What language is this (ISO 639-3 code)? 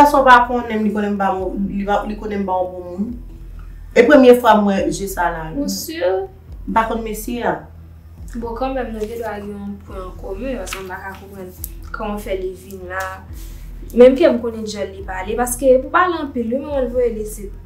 hat